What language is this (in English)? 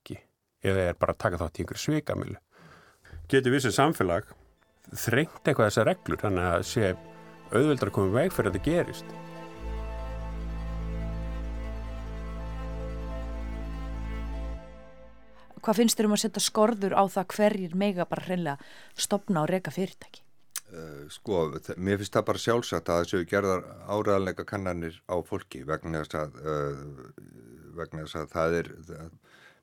Icelandic